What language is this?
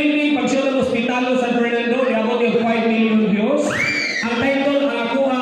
Cebuano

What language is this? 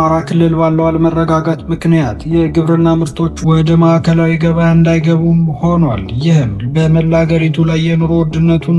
Amharic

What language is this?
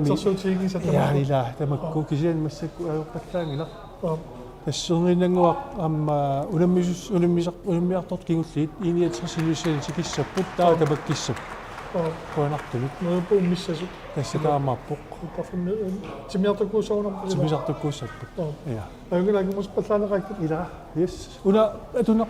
Kalaallisut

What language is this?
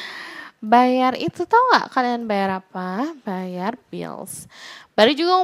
Indonesian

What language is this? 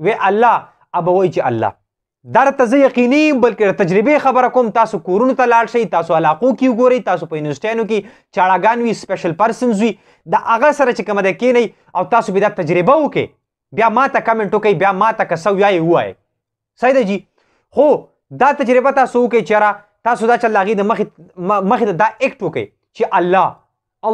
Pashto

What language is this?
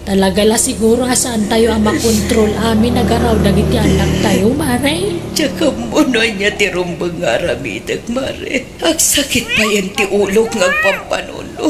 Iloko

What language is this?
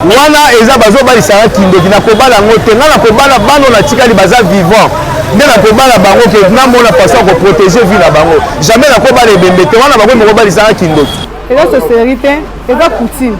Lingala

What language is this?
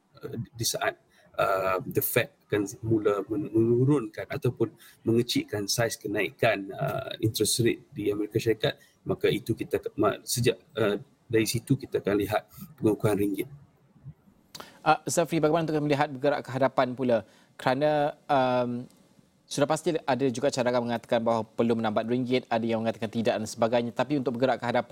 Malay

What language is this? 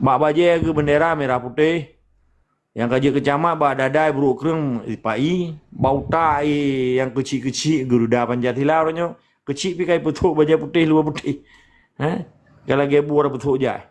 Achinese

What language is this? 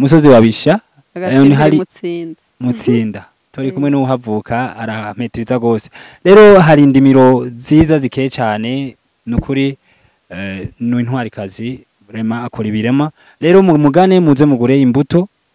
Rundi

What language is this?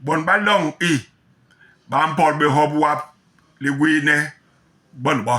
Basaa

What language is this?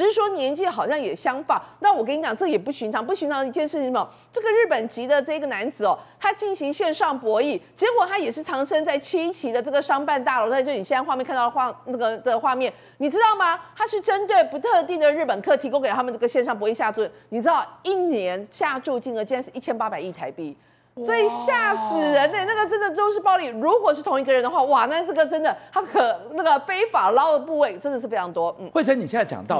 Chinese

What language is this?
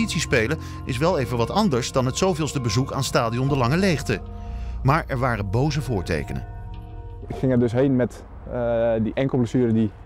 Dutch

